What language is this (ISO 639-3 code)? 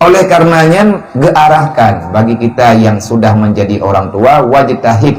ace